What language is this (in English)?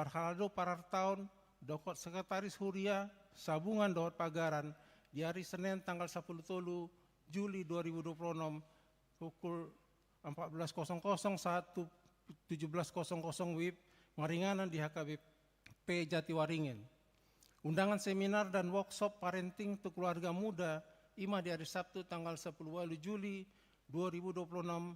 Batak Toba